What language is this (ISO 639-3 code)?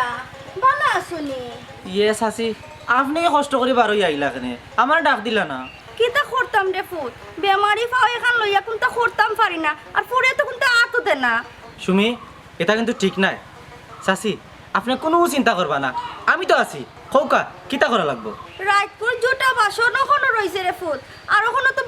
syl